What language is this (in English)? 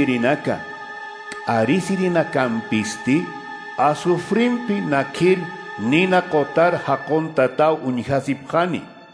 Aymara